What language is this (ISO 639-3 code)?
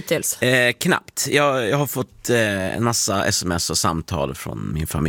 swe